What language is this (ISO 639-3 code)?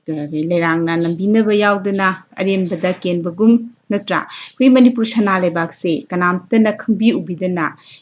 mni